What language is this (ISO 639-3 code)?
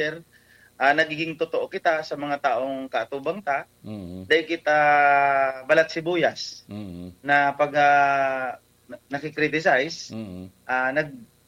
bik